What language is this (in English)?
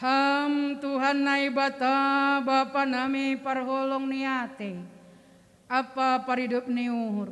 Batak Simalungun